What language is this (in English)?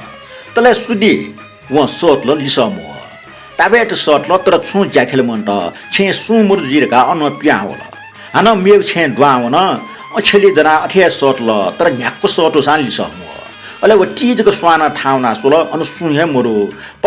Newari